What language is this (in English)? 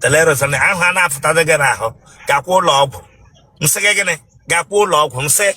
Igbo